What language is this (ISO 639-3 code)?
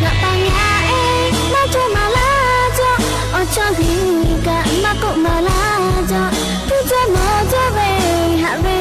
lhu